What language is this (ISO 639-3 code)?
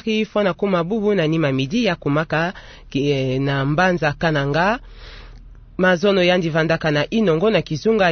ktu